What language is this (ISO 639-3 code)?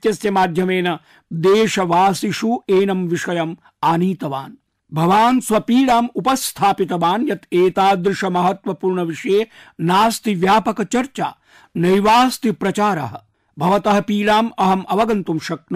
san